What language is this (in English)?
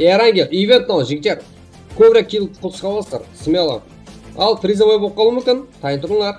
Kara-Kalpak